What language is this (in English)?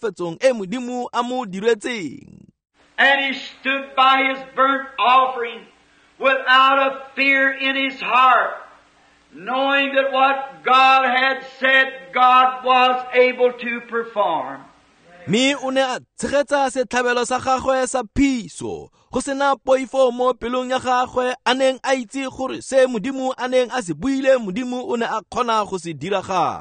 Tswana